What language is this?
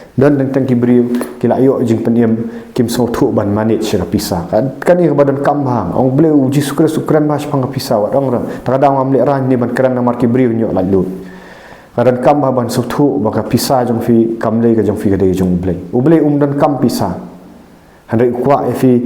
Khasi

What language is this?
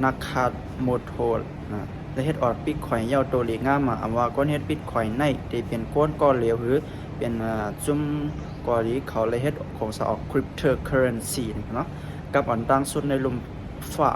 Shan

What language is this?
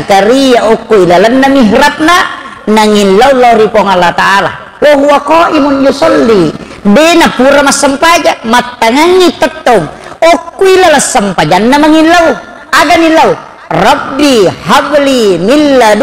Buginese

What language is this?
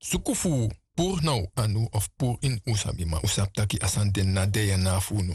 Sranan Tongo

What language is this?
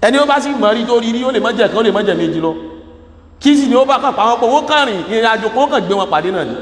Yoruba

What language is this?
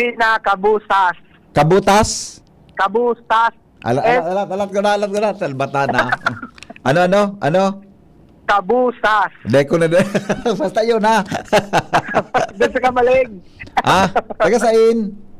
Bikol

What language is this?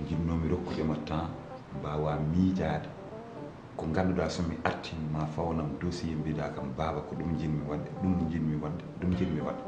Fula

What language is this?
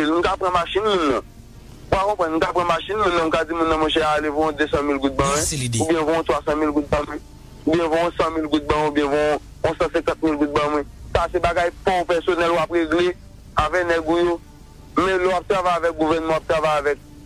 Haitian Creole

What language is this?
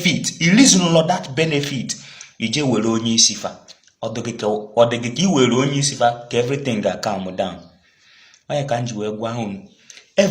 Igbo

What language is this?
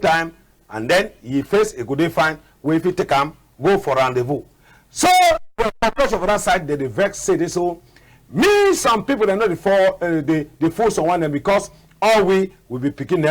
Cameroon Pidgin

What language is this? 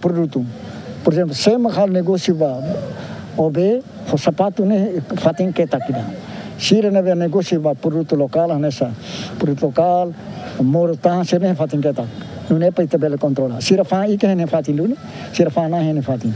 Tetum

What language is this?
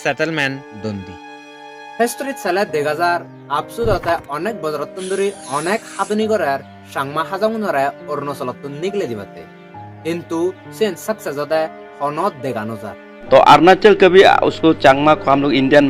Chakma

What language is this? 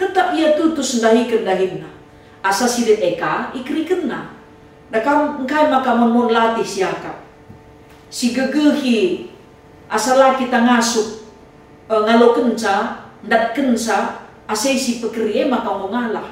Batak Karo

